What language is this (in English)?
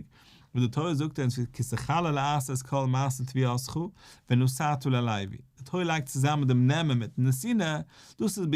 Yiddish